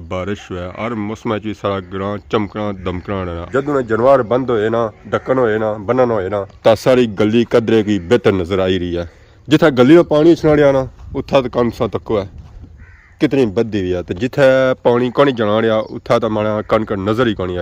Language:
Pahari-Potwari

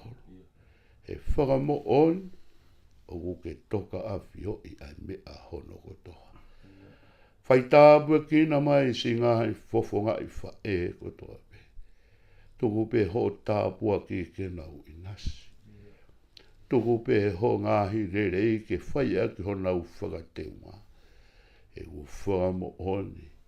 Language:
Tongan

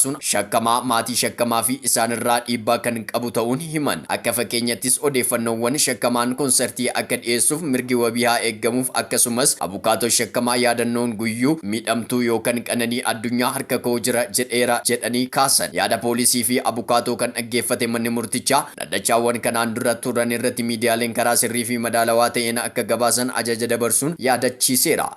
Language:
Oromo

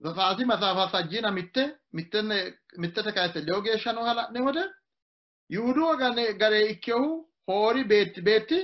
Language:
Sidamo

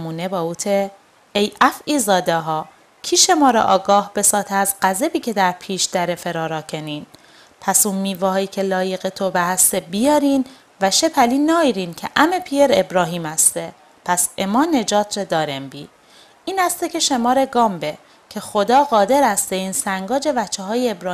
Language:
Mazanderani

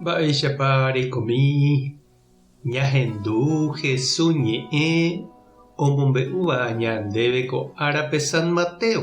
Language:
Guarani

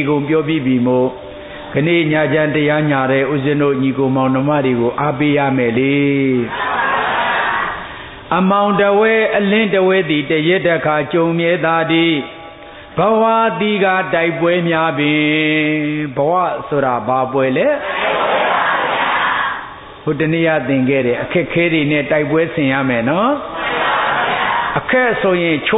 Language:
Burmese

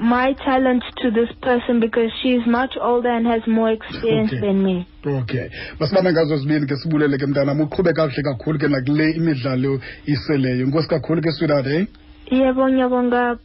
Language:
Xhosa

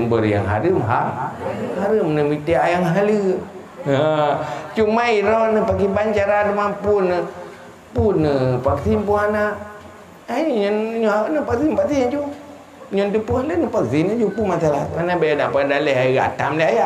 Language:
Achinese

